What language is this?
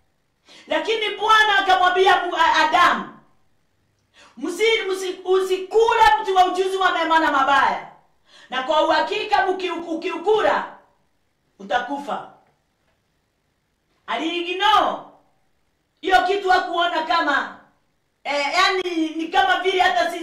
Swahili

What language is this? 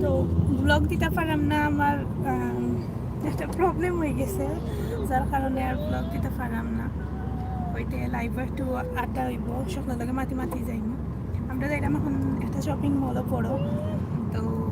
Sylheti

